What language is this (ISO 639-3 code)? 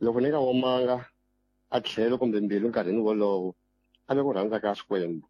tso